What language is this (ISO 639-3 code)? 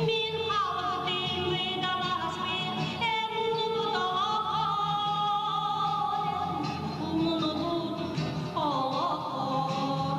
sah